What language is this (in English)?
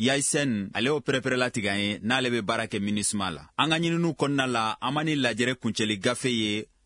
Bambara